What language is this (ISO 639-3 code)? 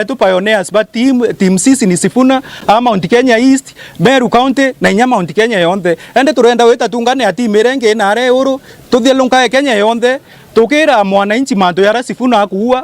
mer